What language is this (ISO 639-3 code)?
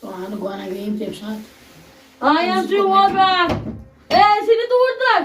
kas